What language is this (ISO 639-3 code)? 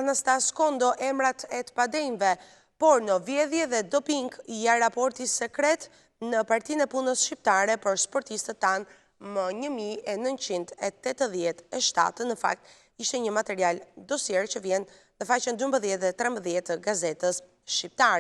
sqi